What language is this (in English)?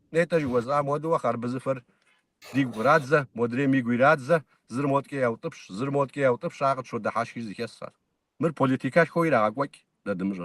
Kabardian